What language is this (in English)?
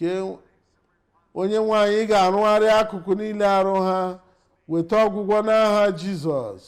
Igbo